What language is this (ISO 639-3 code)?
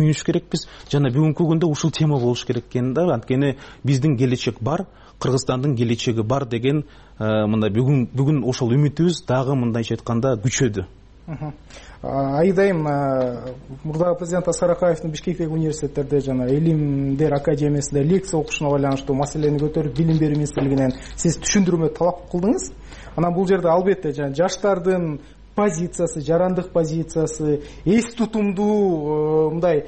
kir